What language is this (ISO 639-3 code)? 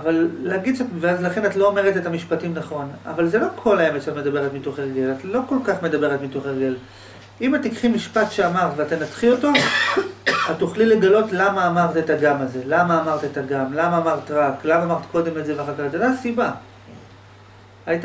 heb